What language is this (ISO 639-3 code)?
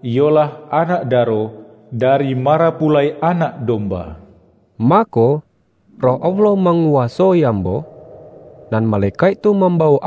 min